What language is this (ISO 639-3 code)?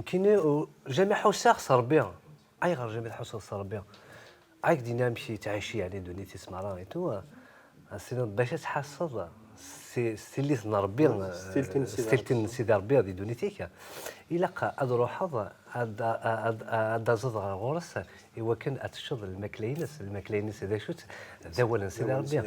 kab